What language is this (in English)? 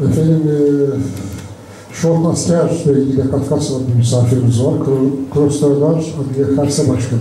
Adyghe